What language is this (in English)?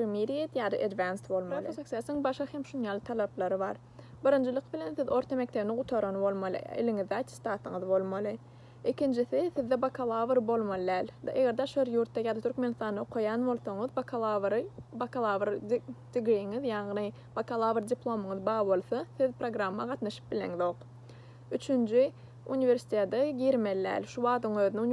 Turkmen